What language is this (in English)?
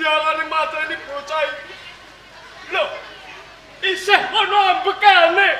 Javanese